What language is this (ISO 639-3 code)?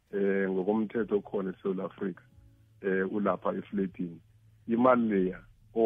nbl